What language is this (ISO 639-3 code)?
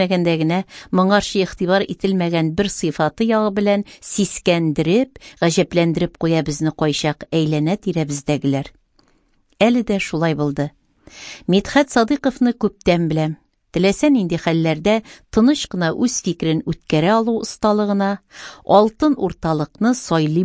tat